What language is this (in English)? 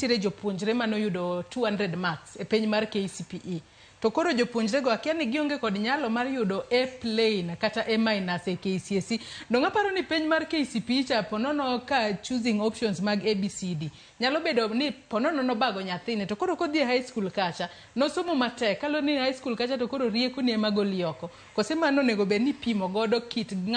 Luo (Kenya and Tanzania)